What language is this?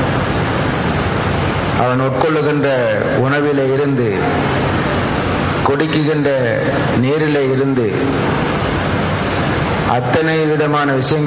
Tamil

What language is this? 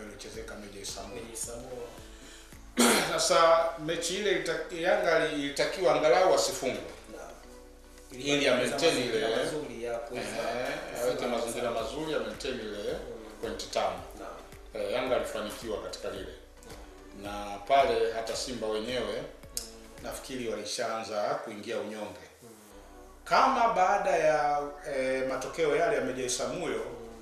Swahili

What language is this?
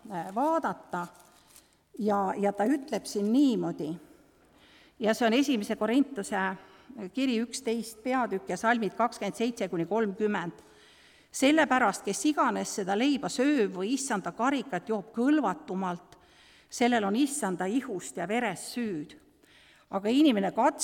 Estonian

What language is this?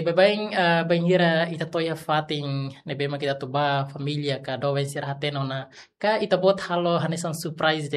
Tetum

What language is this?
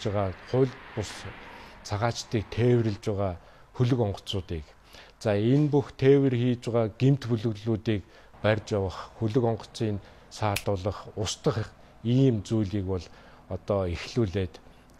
Mongolian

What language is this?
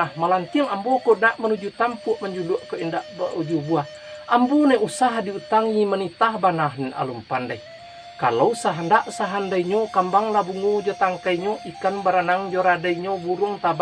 Minangkabau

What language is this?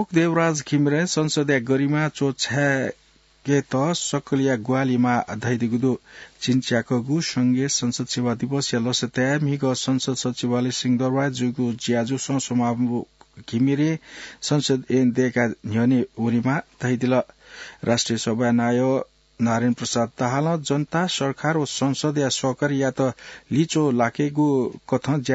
Newari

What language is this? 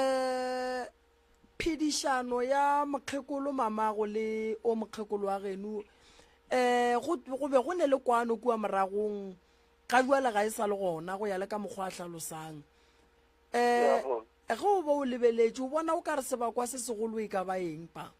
Northern Sotho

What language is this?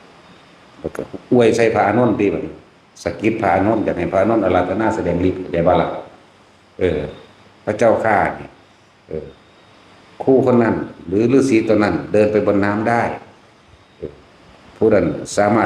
Northeastern Thai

